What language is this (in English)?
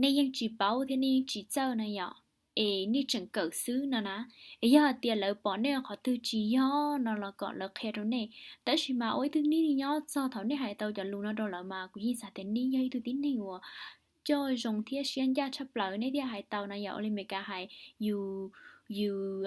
Hmong